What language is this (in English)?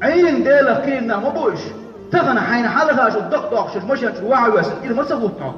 Chechen